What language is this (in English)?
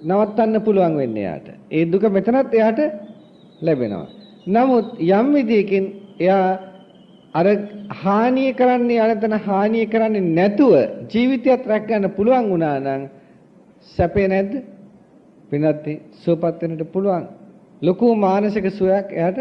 Sinhala